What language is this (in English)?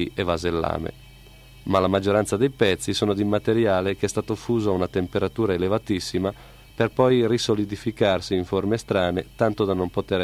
Italian